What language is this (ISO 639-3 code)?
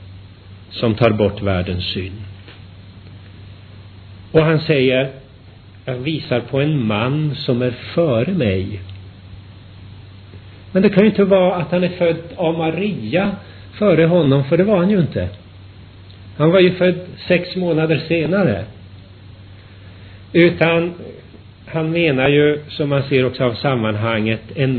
swe